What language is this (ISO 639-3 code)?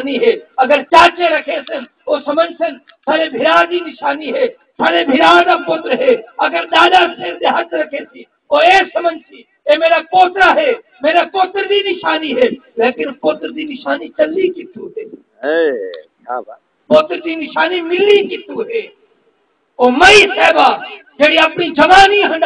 skr